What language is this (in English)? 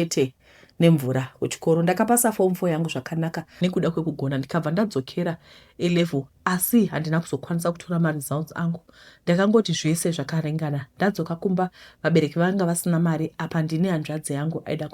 Shona